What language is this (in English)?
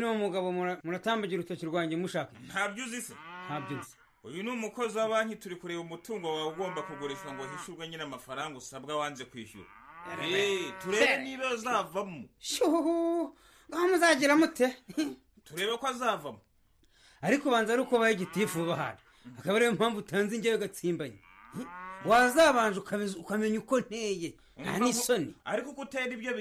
Kinyarwanda